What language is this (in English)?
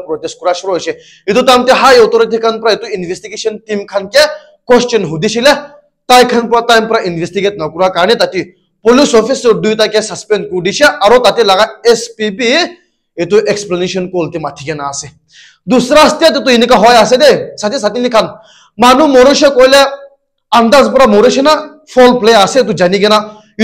Naga Pidgin